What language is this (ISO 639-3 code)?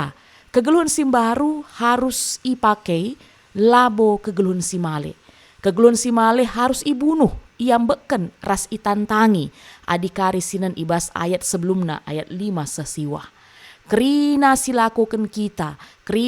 btx